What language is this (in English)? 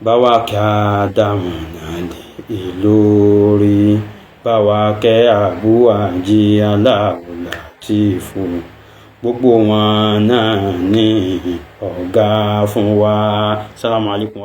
Yoruba